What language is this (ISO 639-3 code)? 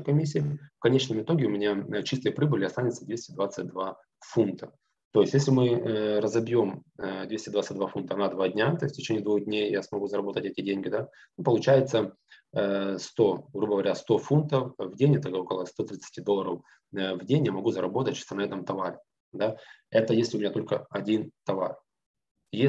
rus